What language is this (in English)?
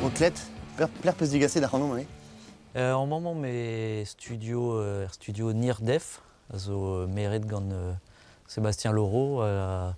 Breton